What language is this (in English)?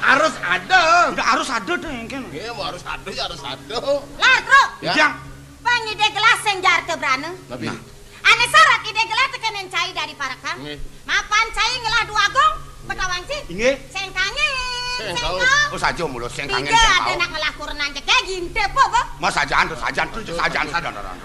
Balinese